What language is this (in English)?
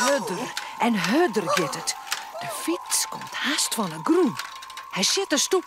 Western Frisian